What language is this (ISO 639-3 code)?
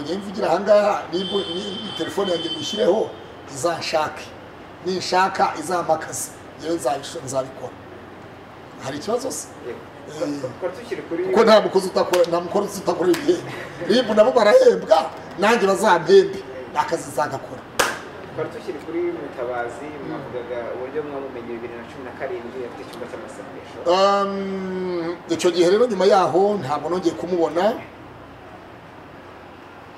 kin